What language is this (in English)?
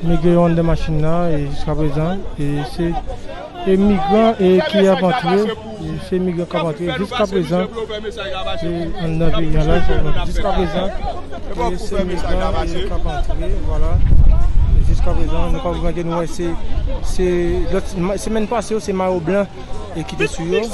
Haitian Creole